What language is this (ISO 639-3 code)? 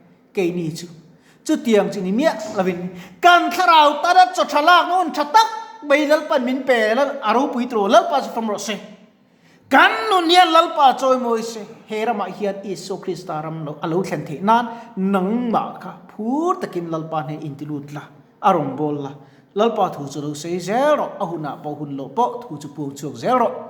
lus